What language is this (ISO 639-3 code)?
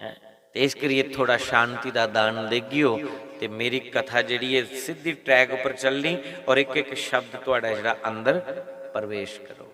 doi